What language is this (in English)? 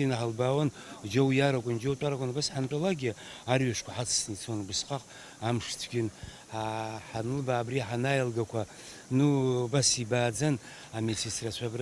Abkhazian